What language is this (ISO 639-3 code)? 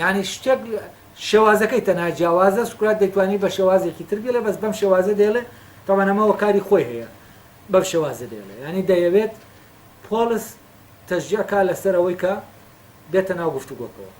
ckb